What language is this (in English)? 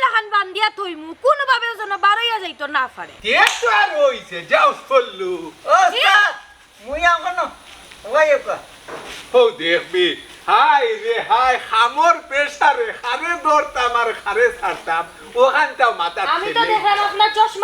Sylheti